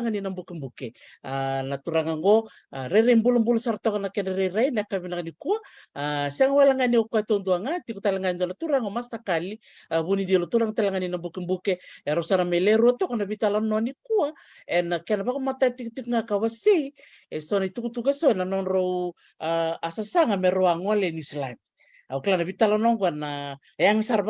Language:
Fijian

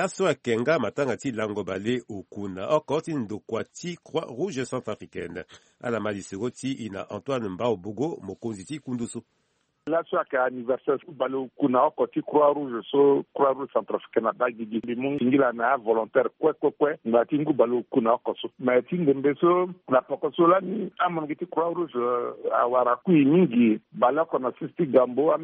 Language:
Sango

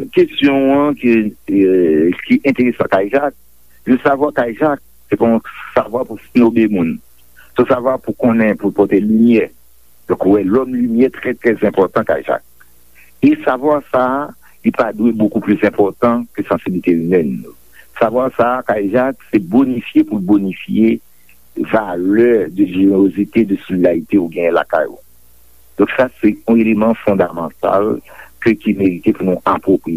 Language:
Haitian Creole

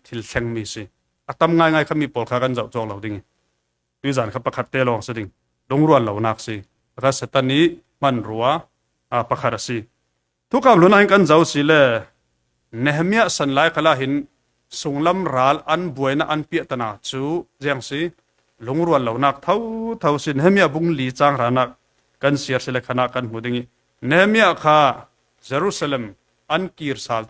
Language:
Falam Chin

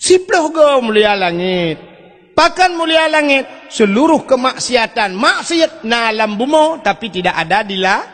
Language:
Achinese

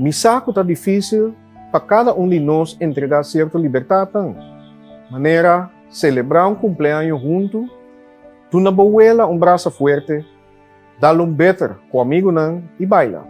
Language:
Papiamento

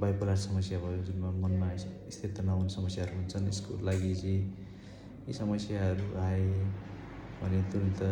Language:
Nepali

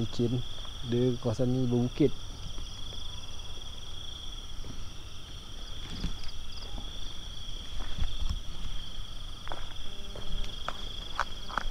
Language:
Malay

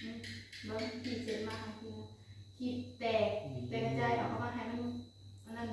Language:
Northeastern Thai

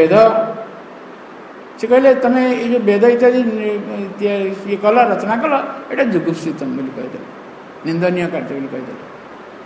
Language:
Odia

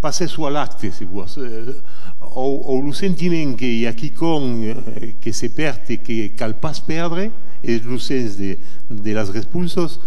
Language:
Occitan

